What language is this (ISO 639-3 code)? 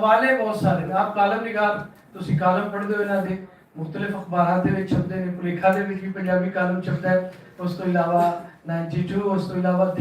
lah